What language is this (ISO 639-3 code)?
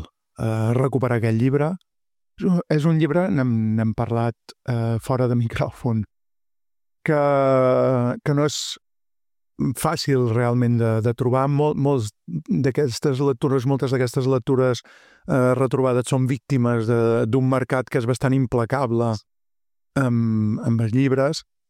cat